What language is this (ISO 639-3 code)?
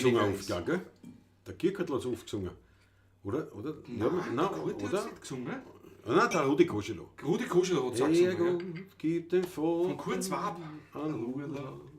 bar